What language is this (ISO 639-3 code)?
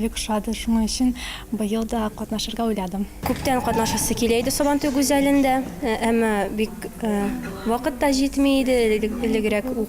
tat